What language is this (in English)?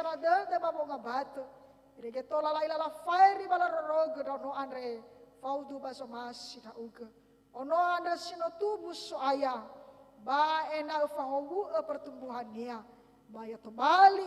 Nias